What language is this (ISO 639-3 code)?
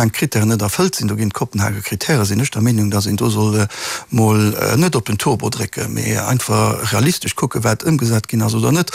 ltz